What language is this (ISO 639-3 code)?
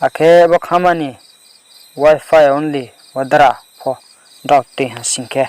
ria